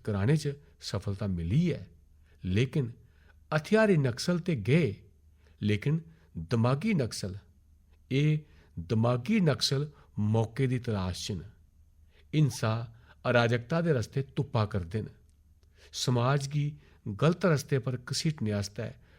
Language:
Dogri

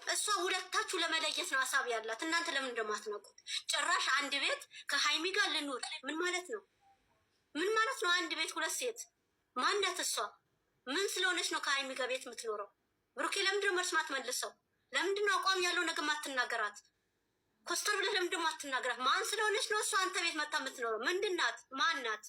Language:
Amharic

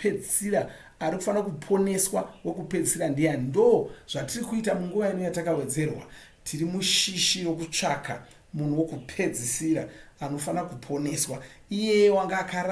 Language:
Shona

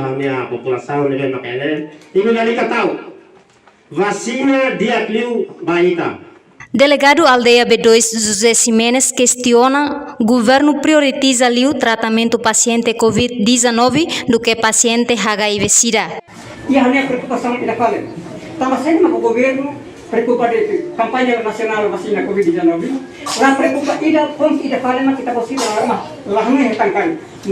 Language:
Tetum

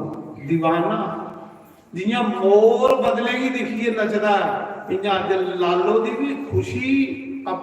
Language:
Dogri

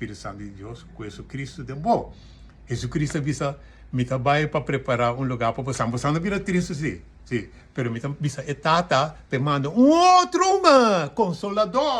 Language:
Papiamento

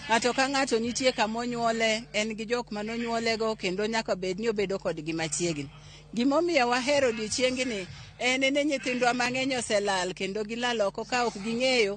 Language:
Luo (Kenya and Tanzania)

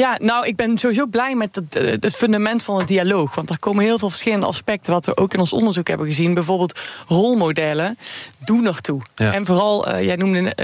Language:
Dutch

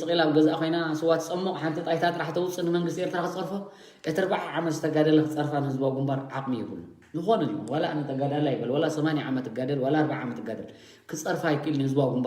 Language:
Tigrinya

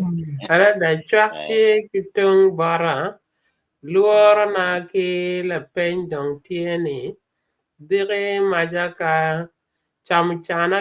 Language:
Acoli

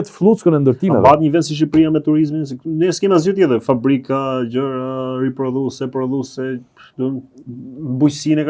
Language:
Albanian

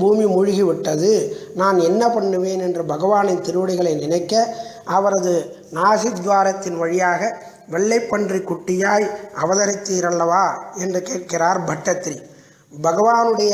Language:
Tamil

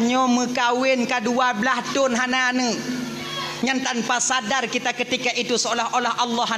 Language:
Achinese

